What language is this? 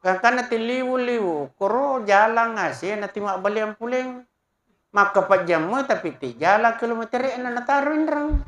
Buginese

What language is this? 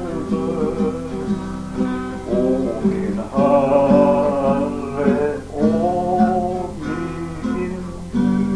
Swedish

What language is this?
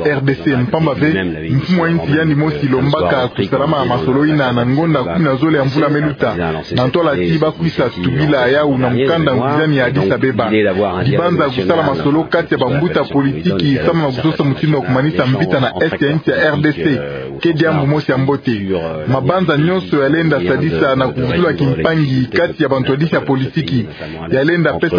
Kituba (Democratic Republic of Congo)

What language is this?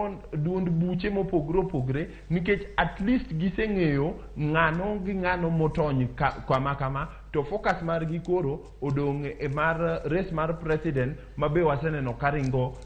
Luo (Kenya and Tanzania)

